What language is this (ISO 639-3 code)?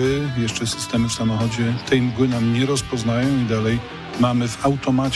pol